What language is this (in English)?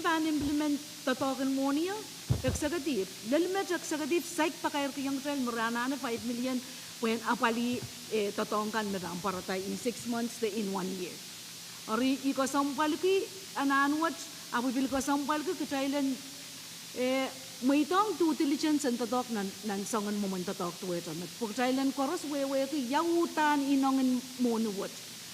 Pohnpeian